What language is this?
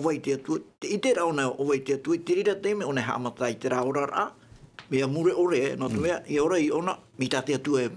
Tahitian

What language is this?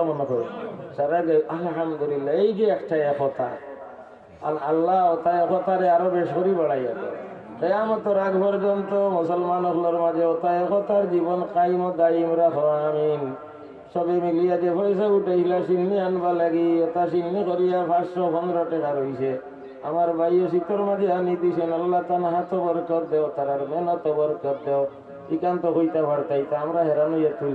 Sylheti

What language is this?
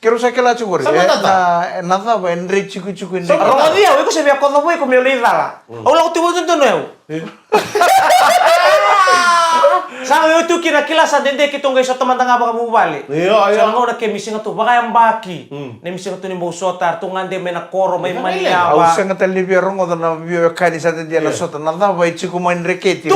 Fijian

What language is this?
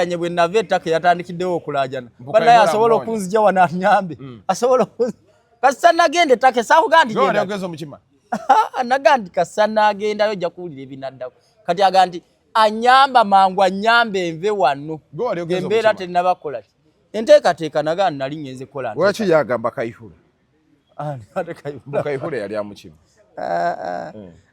Ganda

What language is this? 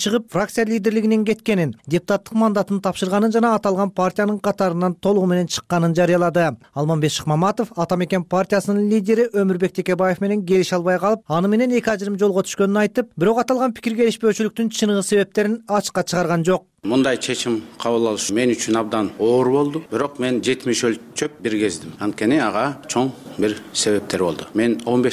Kyrgyz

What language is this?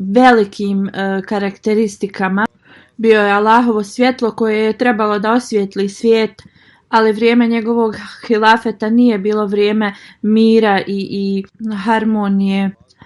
Bosnian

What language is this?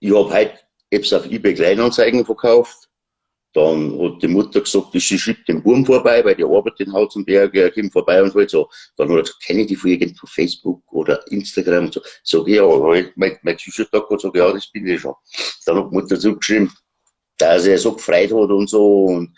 Bavarian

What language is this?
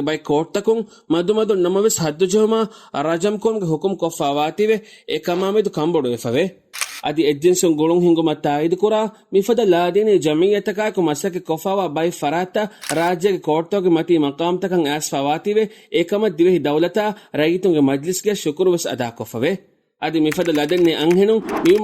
Divehi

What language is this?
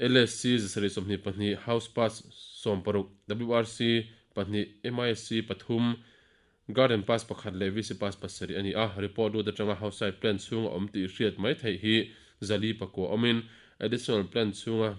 Mizo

